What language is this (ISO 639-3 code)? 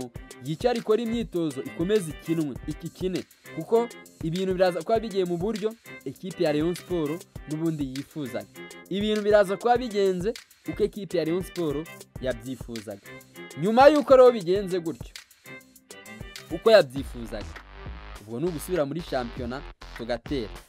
kin